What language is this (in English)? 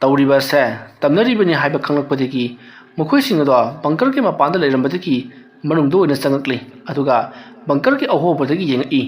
Manipuri